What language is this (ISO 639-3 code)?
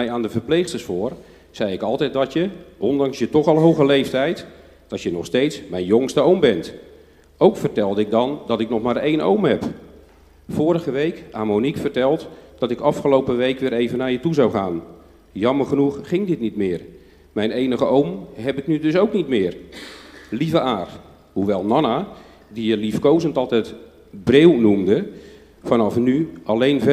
nld